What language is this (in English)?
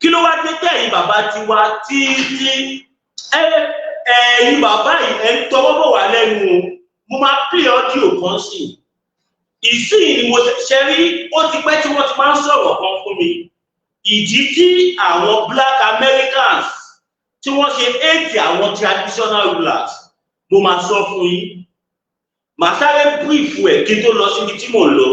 Yoruba